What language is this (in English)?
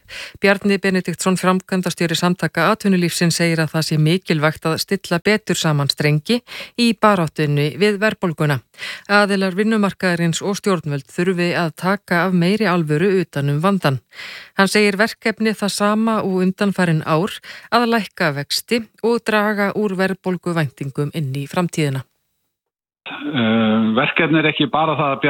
Icelandic